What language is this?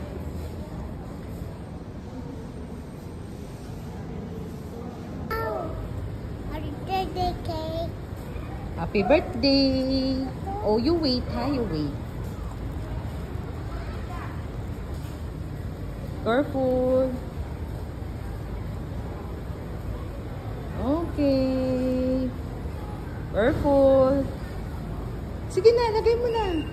Filipino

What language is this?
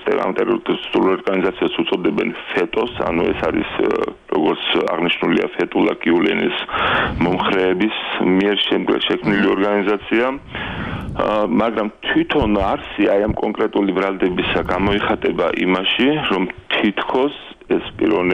Georgian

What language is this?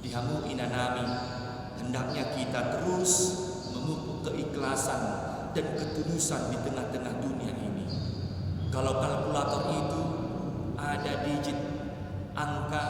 Batak Toba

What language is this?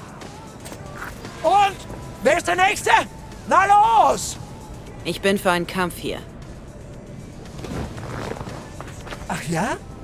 German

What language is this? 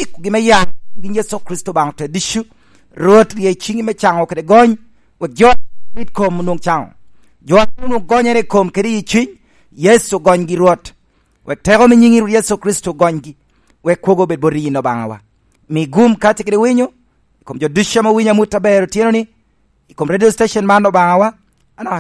Lango (Uganda)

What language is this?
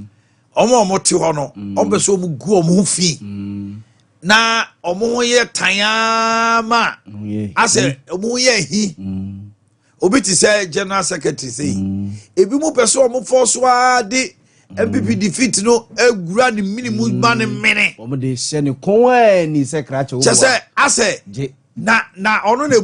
Akan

